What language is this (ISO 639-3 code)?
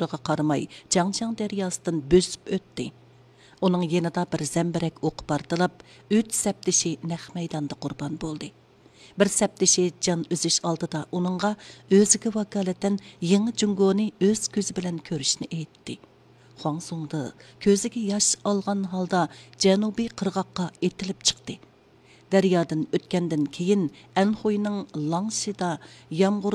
uig